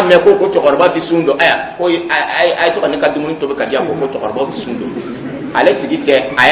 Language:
Dyula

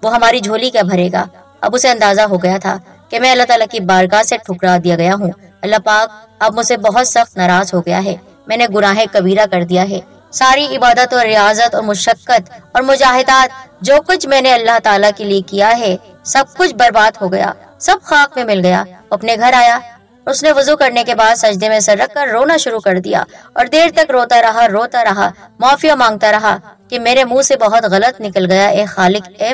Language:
Urdu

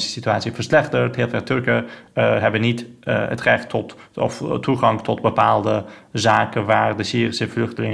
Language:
Dutch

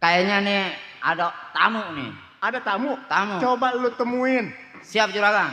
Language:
Betawi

